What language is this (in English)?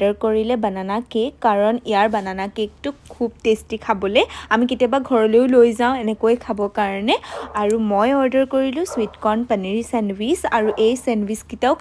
Assamese